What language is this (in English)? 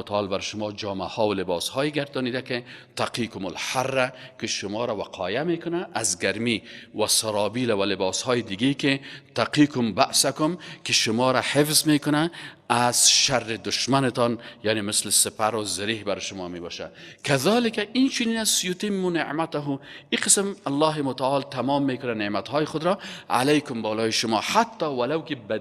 Persian